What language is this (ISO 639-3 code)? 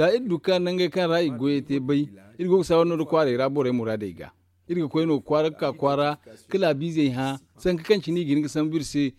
dje